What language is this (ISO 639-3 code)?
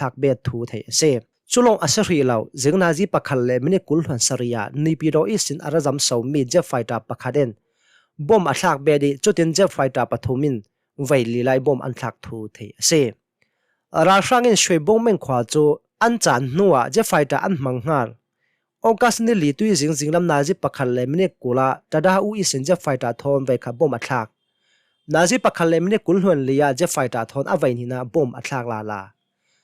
cnh